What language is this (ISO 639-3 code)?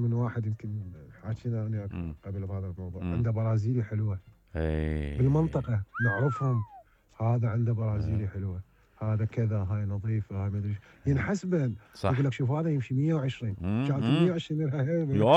acm